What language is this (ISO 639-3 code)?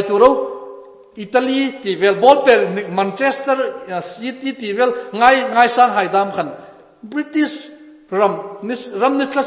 hmr